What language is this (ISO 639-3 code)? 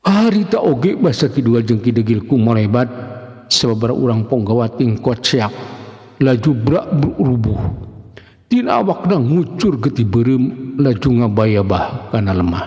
sun